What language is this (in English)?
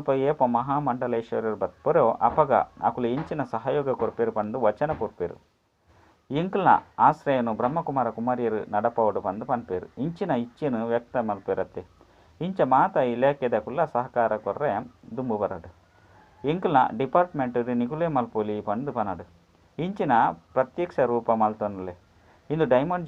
Tulu